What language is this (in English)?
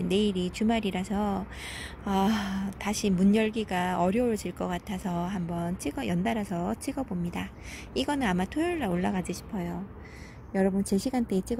Korean